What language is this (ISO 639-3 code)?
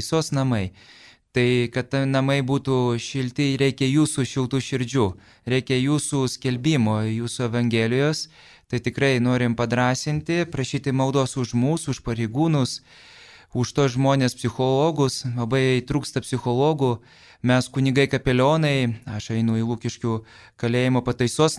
lit